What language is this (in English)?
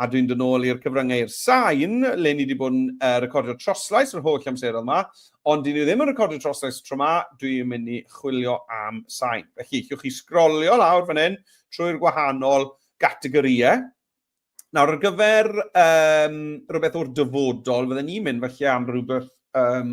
Welsh